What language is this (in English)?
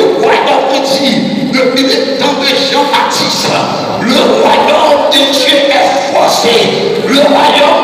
Haitian Creole